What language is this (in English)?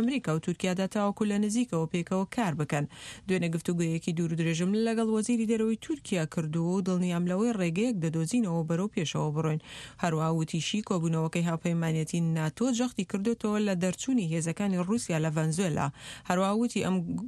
Central Kurdish